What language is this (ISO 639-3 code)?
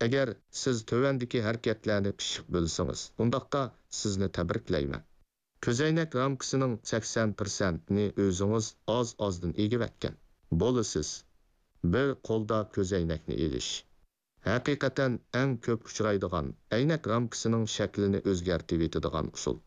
uig